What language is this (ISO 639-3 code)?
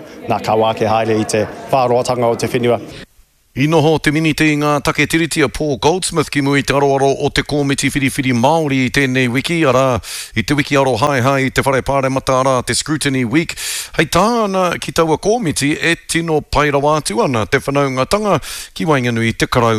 mri